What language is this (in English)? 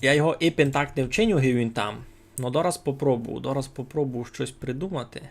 Rusyn